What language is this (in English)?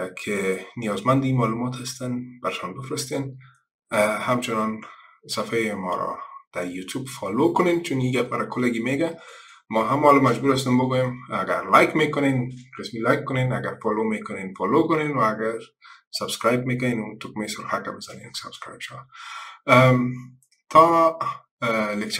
Persian